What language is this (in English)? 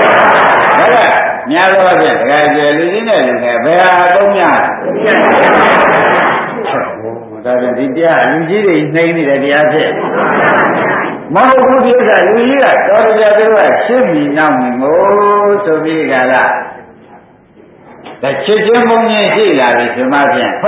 Burmese